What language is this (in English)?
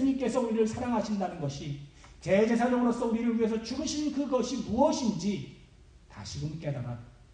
Korean